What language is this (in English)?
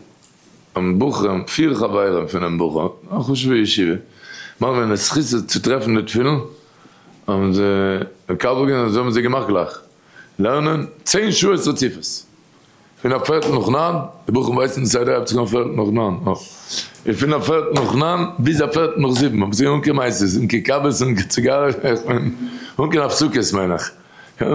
Yiddish